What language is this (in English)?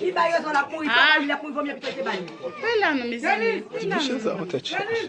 Haitian Creole